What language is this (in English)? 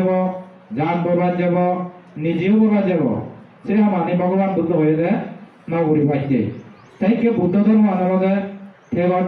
Chakma